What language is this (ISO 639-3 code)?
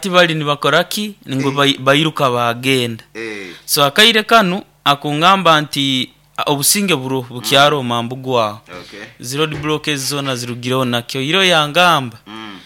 nyo